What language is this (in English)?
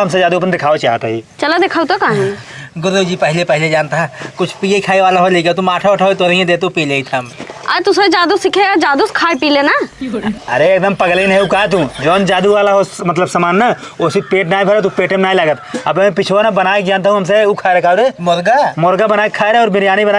Awadhi